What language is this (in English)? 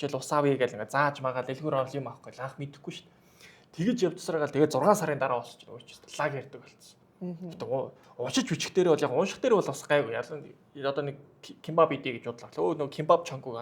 Mongolian